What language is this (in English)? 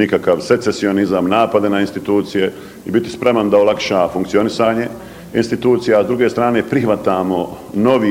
Bosnian